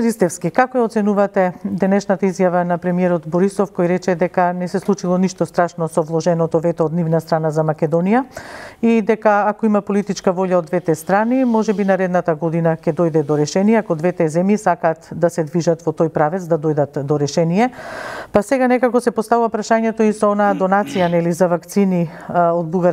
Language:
Macedonian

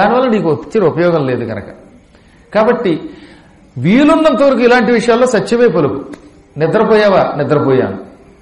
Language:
Telugu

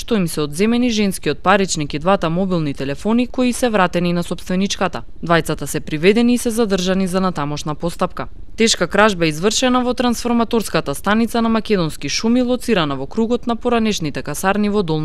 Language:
Macedonian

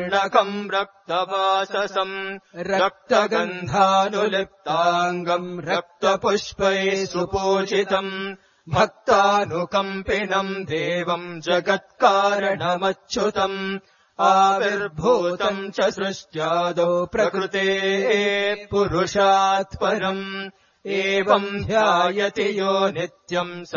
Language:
Sanskrit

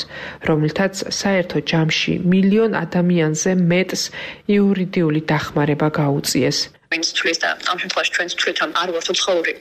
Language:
Georgian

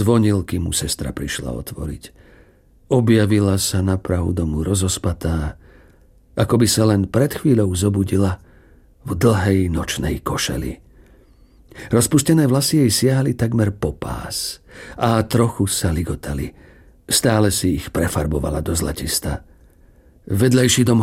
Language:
Slovak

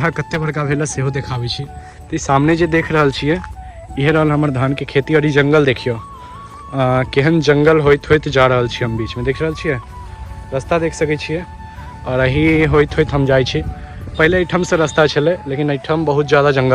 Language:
Maithili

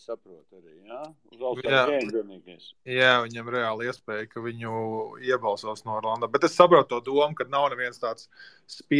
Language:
Latvian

